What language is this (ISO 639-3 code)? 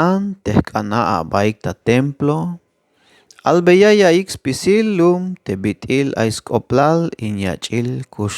tzh